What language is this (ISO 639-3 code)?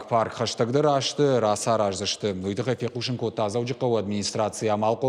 oss